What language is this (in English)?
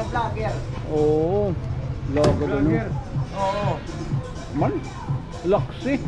Waray